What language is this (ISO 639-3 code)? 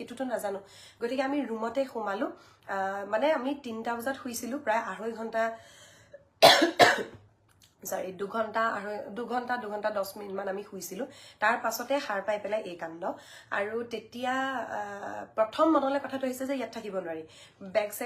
asm